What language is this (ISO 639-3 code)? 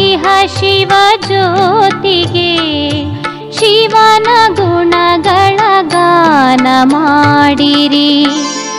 kan